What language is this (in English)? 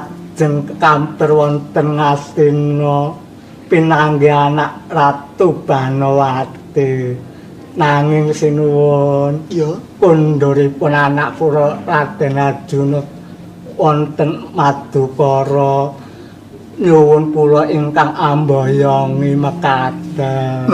Javanese